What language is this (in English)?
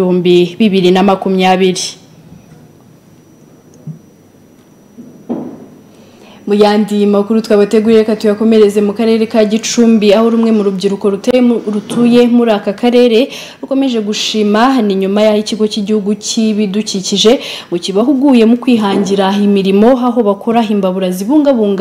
Kinyarwanda